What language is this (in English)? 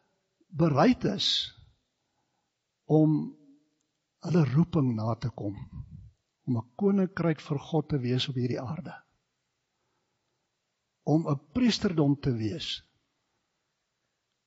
Afrikaans